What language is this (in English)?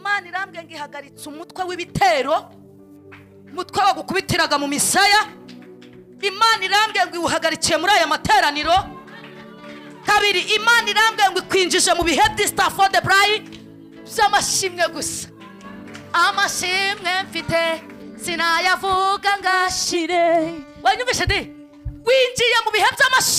Kinyarwanda